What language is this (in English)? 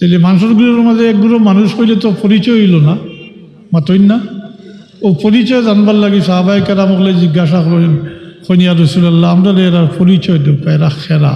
Sylheti